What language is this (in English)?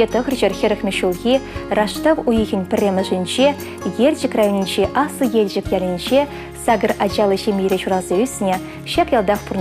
Chuvash